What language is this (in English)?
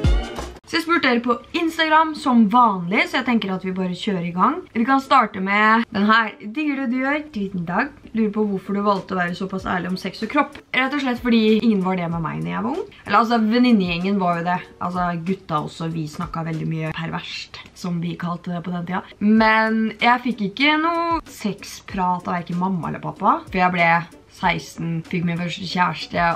Norwegian